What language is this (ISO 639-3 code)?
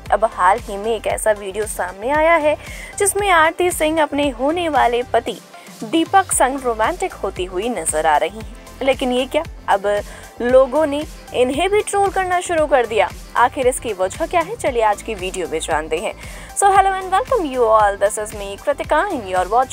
hin